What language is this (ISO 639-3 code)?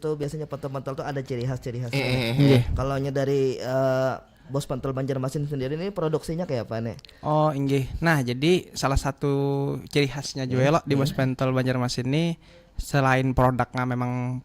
bjn